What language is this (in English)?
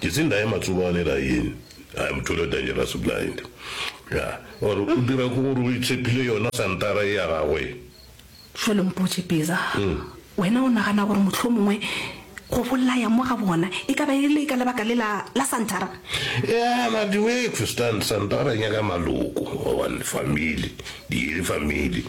Northern Sotho